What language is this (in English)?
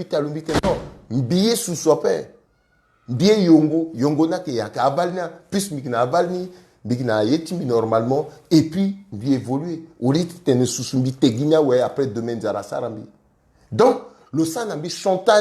Sango